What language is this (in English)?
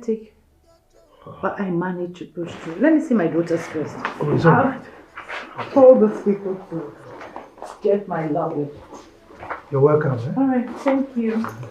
Nigerian Pidgin